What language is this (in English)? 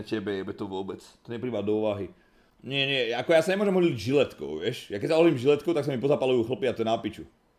Slovak